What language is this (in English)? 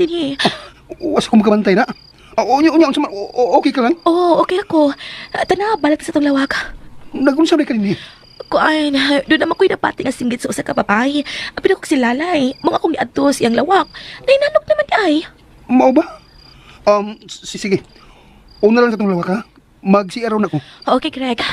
Cebuano